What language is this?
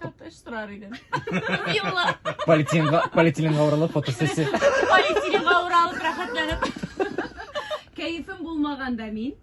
Tatar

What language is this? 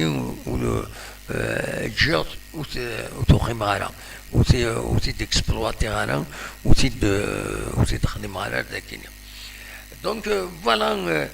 Kabyle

